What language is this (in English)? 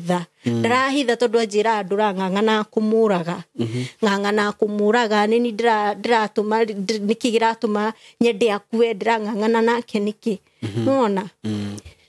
Kikuyu